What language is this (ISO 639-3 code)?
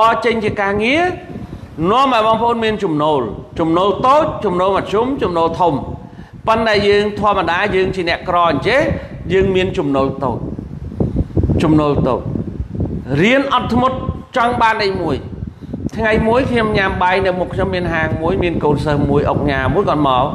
khm